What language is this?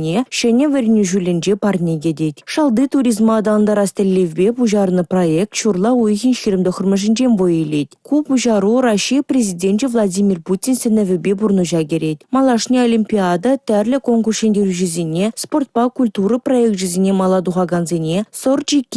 Chuvash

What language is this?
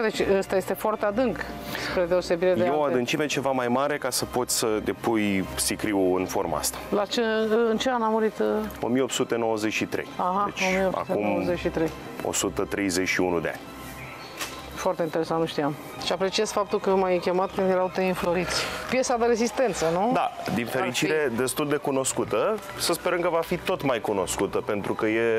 Romanian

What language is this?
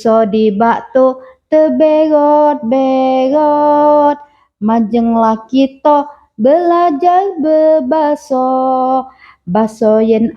Musi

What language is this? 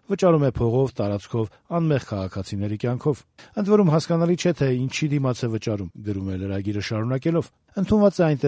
Armenian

